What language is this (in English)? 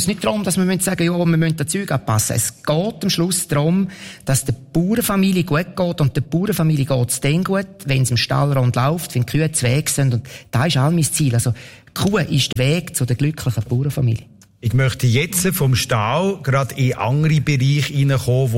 German